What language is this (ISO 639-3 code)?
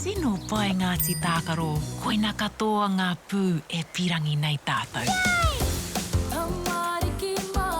mri